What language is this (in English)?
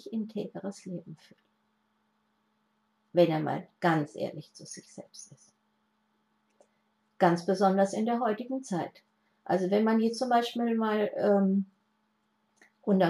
German